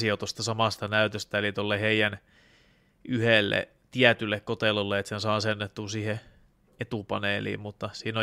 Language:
Finnish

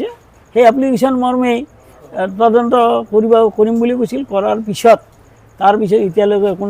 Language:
Assamese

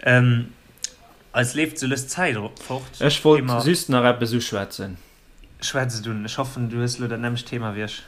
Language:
Luxembourgish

